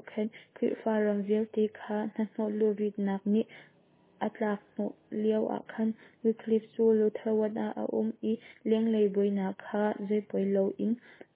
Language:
Hakha Chin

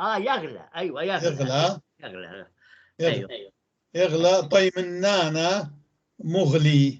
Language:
North Levantine Arabic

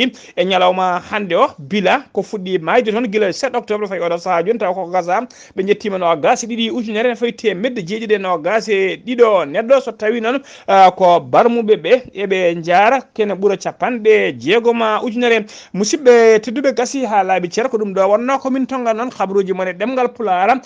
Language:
Fula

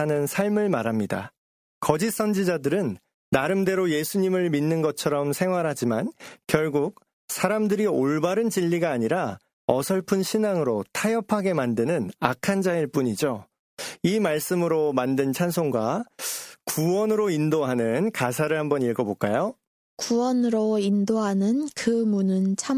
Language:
Korean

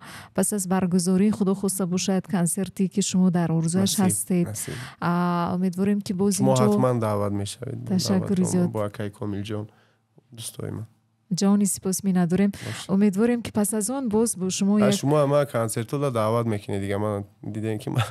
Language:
Tajik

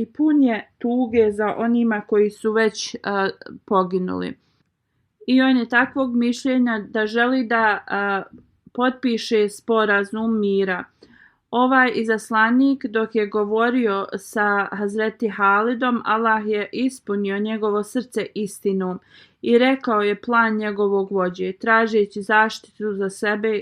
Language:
Bosnian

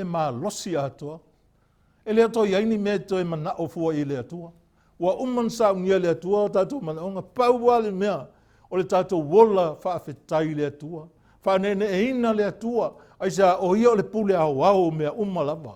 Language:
Samoan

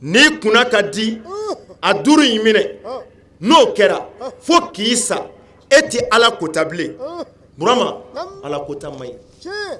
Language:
Bambara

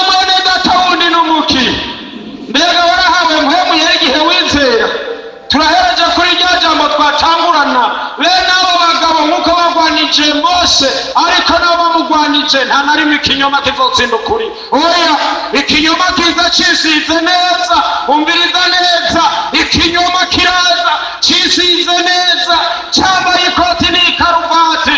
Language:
Rundi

